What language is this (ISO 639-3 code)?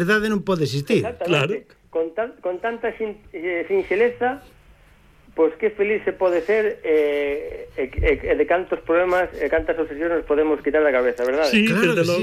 glg